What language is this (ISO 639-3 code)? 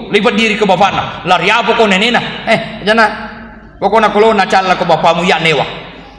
bug